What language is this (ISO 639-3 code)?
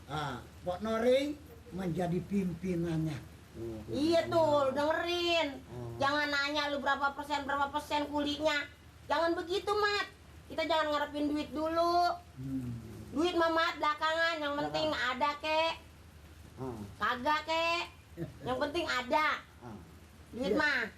bew